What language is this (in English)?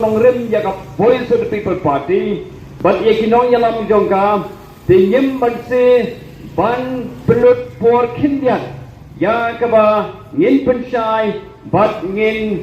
Khasi